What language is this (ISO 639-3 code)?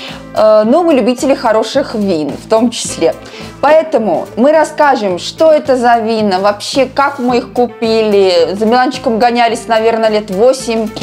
rus